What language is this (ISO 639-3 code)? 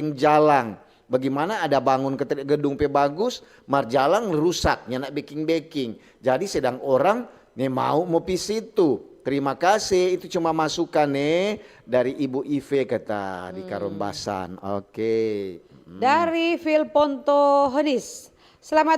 xmm